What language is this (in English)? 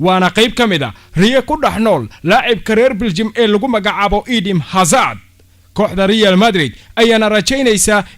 Somali